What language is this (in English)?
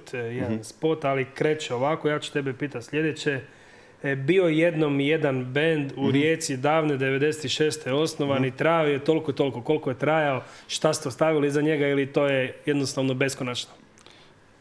Croatian